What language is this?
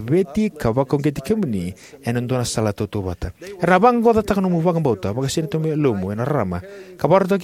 Fijian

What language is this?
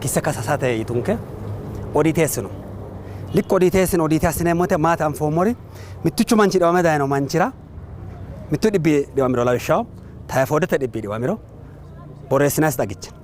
Sidamo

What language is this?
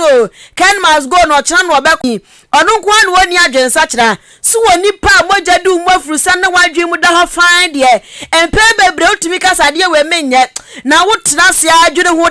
Akan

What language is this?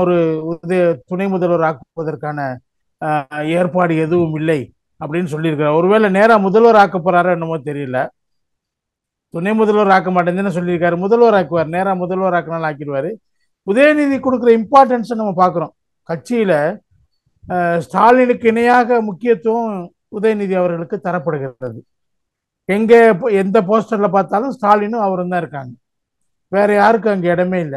Tamil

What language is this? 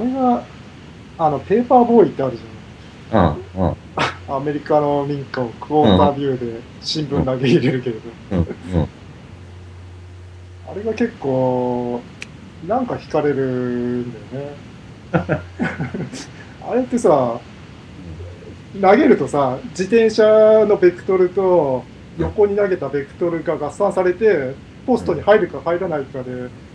Japanese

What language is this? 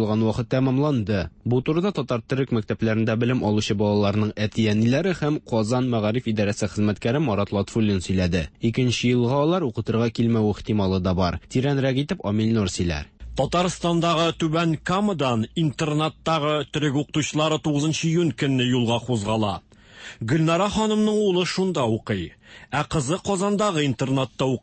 Tatar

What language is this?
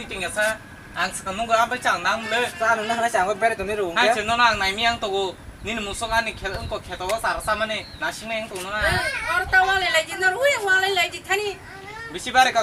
Kok Borok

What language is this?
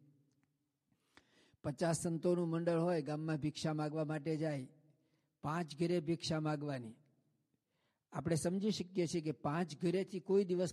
Gujarati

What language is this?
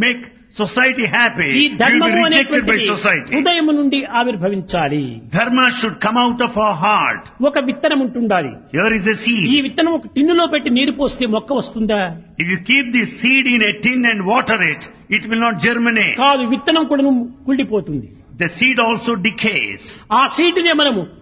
Telugu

